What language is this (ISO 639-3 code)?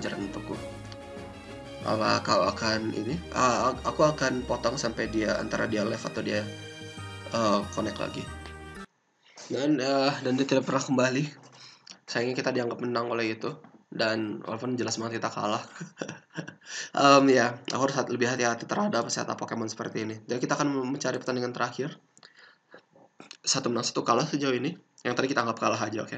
ind